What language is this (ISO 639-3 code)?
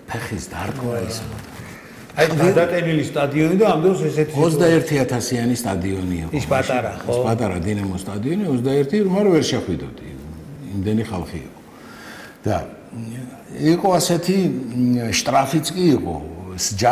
kat